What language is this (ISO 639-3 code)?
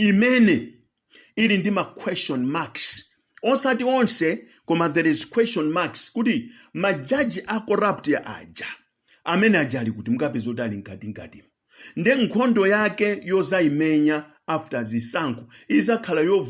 nya